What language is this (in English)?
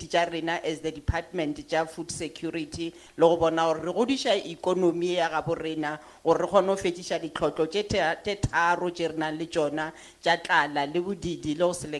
Northern Sotho